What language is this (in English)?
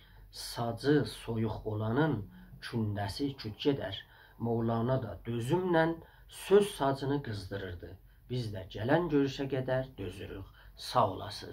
South Azerbaijani